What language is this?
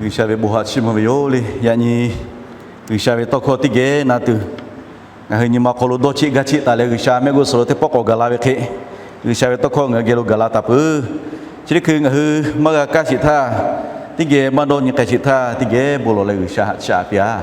Lahu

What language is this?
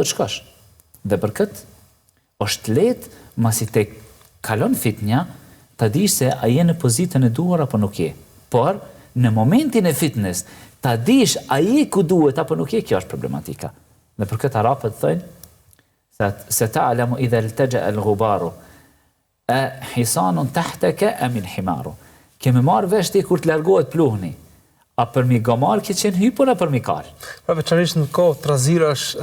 Albanian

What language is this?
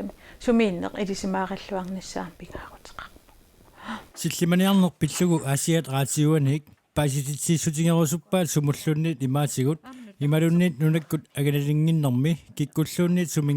Kalaallisut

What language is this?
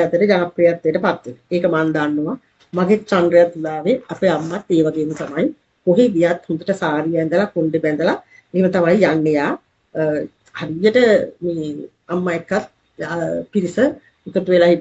Sinhala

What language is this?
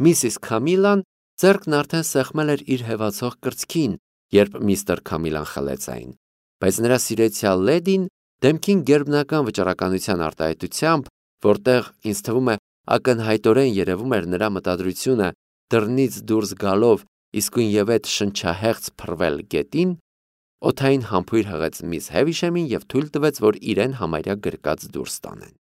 Armenian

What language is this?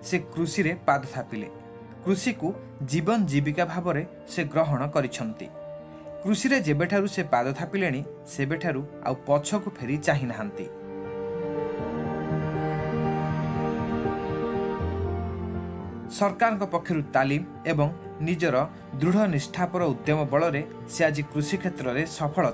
Odia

